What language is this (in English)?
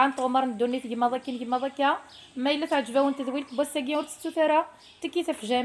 Kabyle